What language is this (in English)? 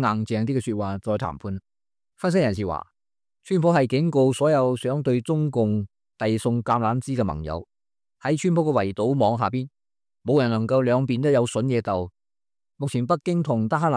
Cantonese